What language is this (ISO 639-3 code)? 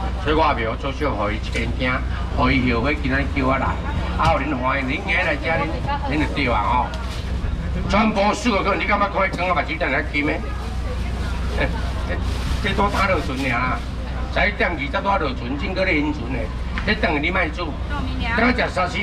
nan